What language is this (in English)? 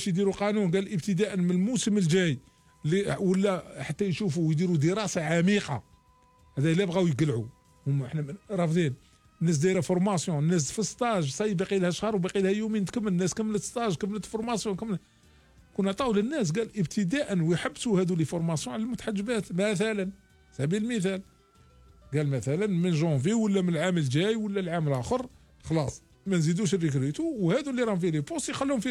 Algerian Arabic